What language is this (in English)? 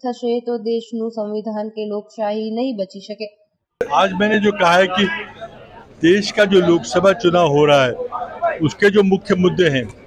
Gujarati